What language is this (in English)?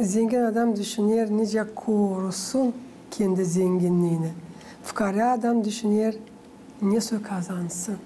Gagauz